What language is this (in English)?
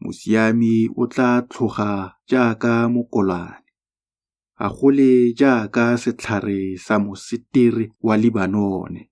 Tswana